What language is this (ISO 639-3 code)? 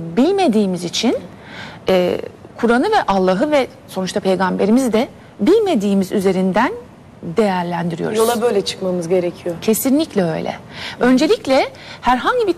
tur